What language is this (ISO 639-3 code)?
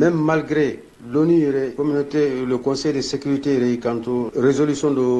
bam